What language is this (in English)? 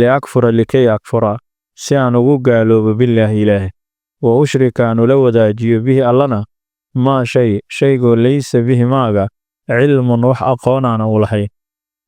Somali